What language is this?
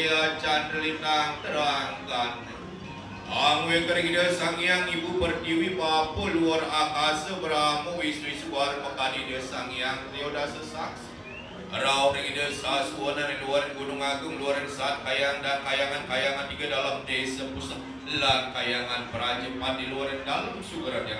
Balinese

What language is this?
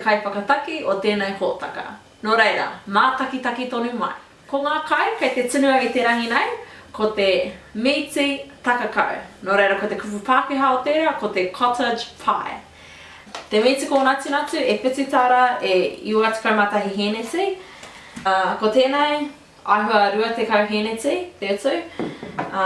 Māori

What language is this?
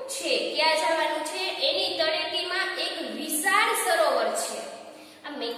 Gujarati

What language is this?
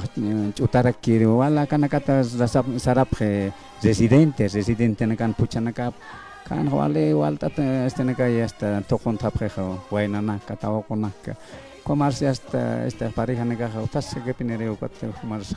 Aymara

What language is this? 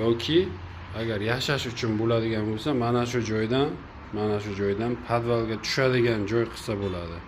Uzbek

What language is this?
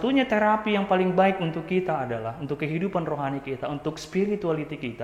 Batak Simalungun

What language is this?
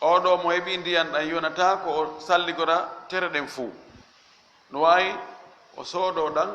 Fula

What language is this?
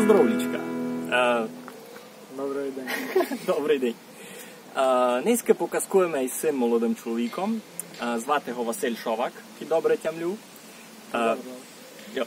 Rusyn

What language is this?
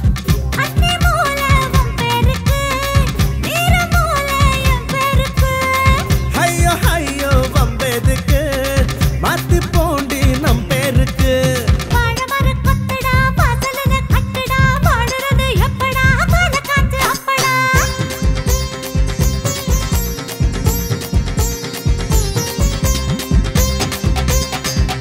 Tamil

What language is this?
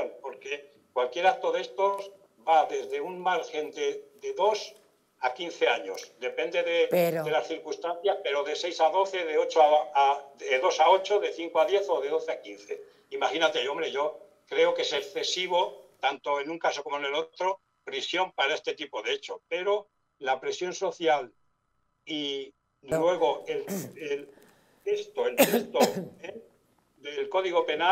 Spanish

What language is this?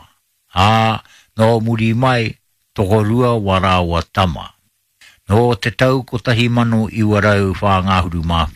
Māori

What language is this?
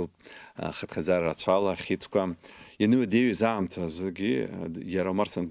Abkhazian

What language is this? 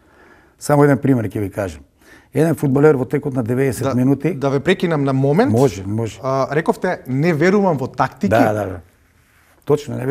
Macedonian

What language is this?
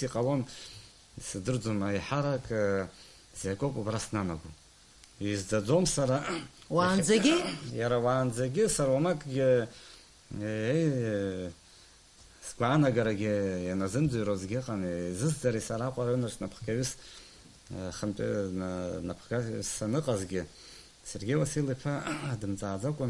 Abkhazian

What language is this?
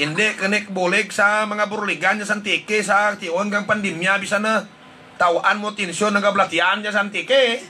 Hiligaynon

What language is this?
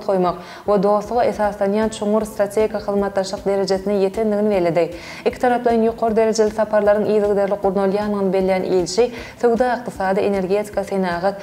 Turkmen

